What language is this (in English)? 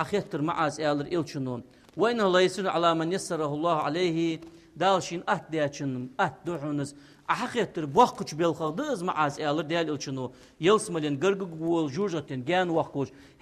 Ingush